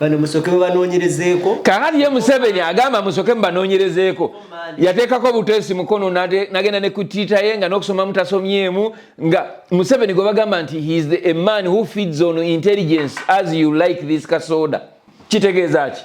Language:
Ganda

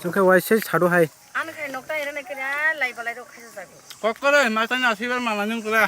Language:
Kok Borok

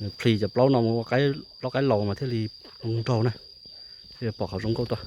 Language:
Hmong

